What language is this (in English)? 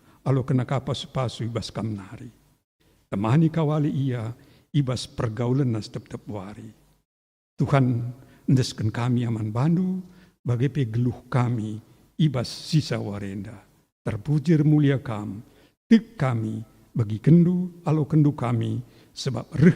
Batak Karo